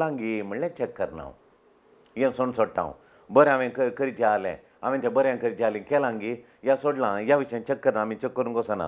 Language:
Konkani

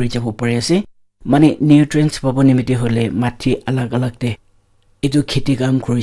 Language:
Naga Pidgin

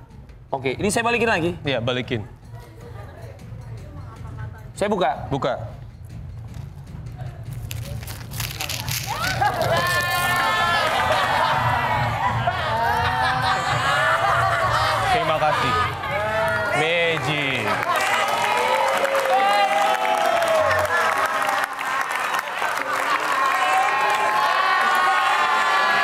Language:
Indonesian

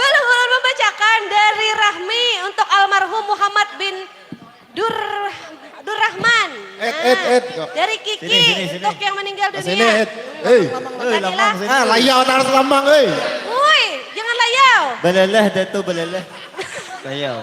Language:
Banjar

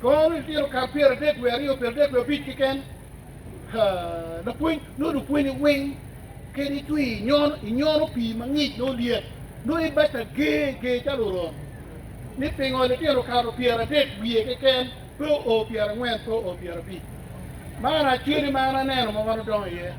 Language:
Acoli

